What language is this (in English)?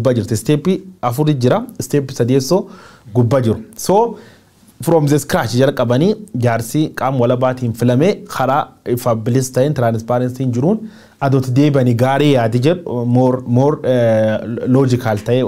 Oromo